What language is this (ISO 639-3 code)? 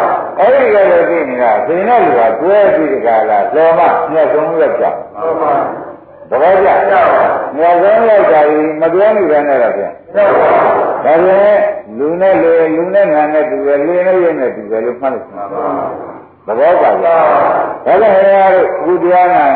mya